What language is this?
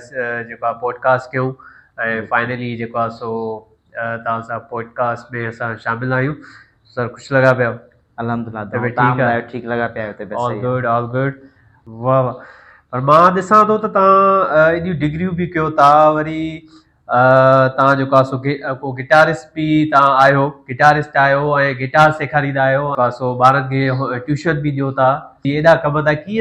Sindhi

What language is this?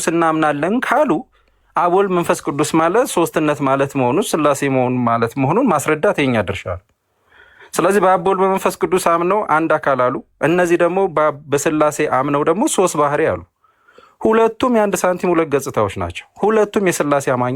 Amharic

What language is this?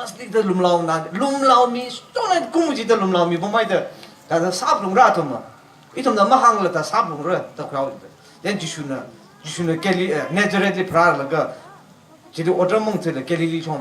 Tangkhul Naga (India)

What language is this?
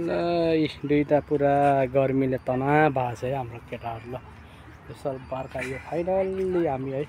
Nepali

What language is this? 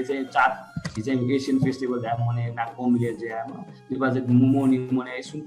Newari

